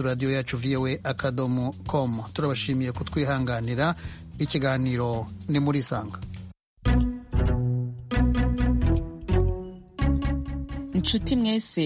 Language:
Kinyarwanda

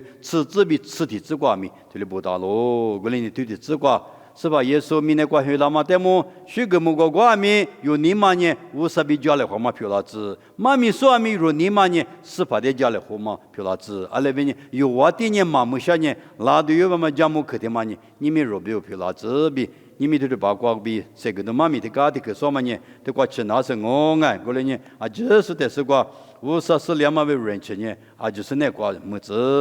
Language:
Lisu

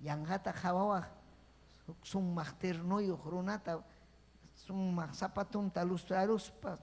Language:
Ayacucho Quechua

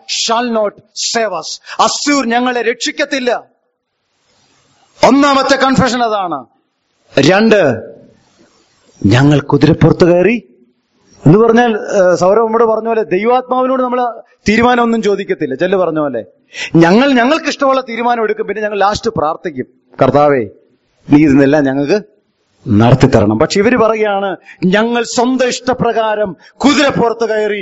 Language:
Malayalam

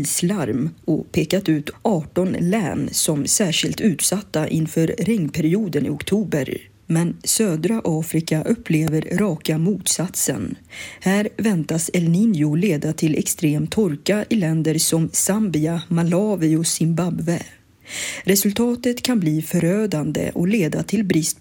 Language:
Swedish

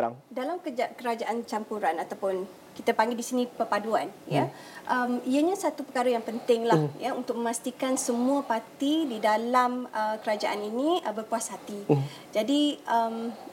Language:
Malay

